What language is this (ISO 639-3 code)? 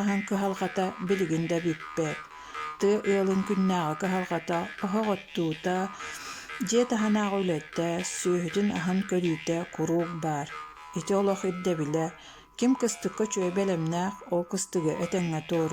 sah